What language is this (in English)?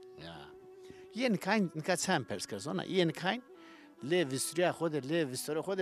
Zaza